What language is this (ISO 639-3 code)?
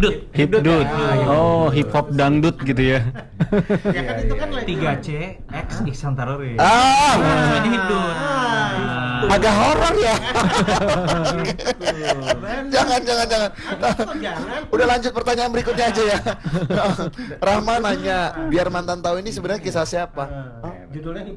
ind